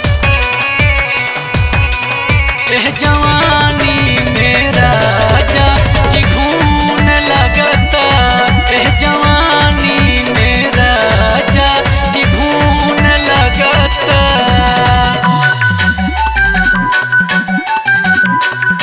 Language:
Bhojpuri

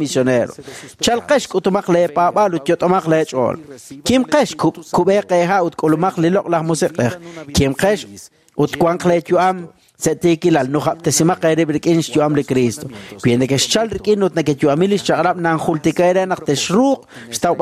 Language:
Kekchí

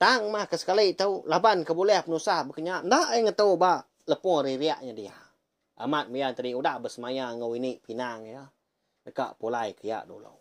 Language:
Iban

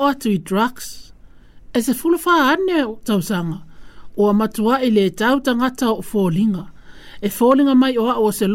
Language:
Samoan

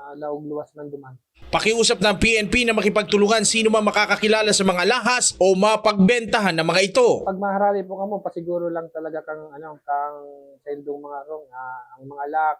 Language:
Bikol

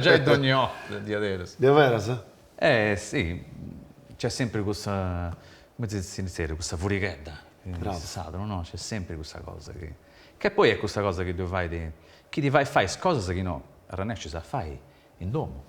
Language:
Sardinian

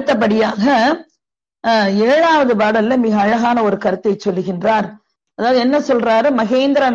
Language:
Tamil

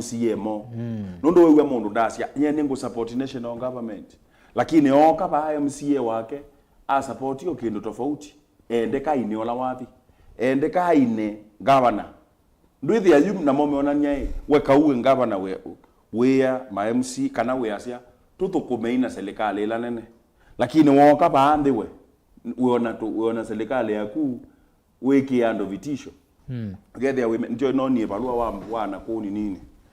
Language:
Kamba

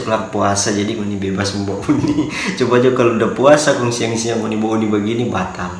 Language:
Manado Malay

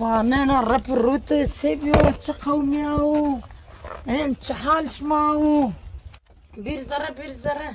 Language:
Zaza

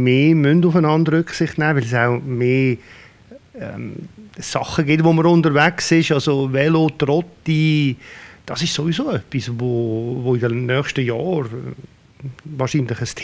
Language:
Swiss German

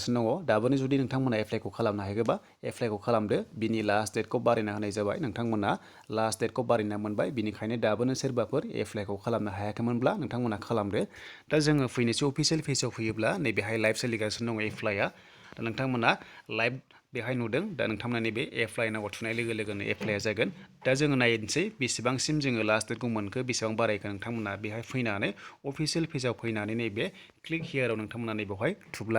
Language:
Bodo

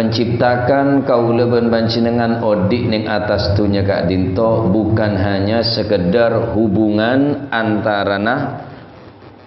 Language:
Madurese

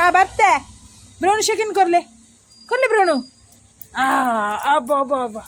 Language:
Tulu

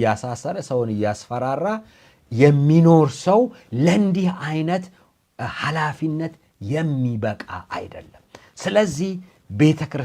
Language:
Amharic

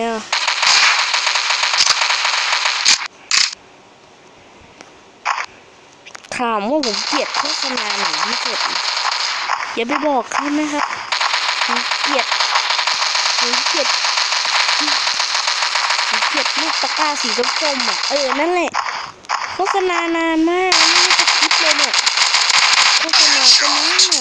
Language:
Thai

